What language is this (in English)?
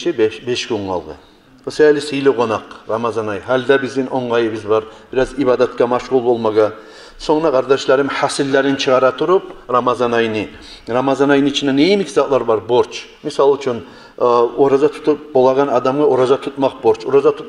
Kumyk